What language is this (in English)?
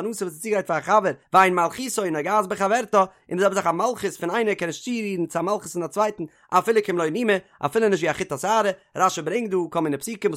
Yiddish